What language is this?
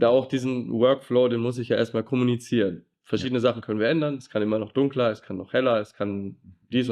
Swiss German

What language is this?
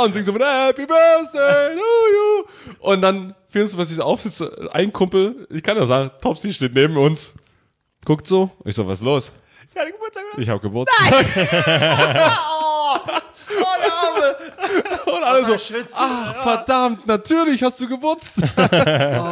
German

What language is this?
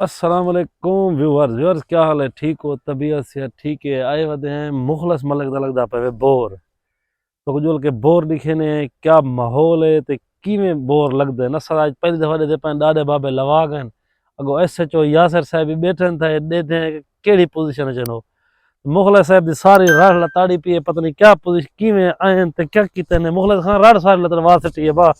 Saraiki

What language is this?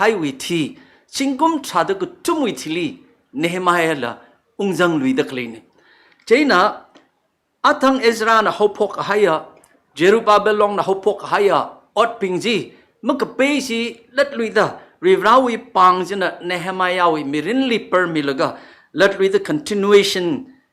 Tangkhul Naga (India)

